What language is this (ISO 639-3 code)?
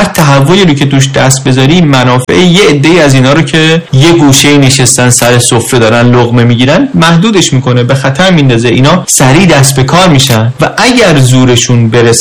fas